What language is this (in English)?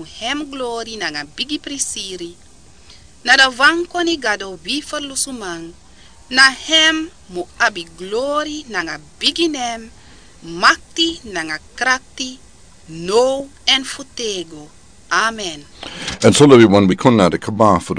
Sranan Tongo